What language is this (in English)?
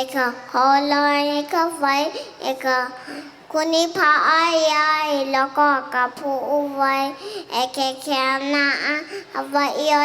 Hawaiian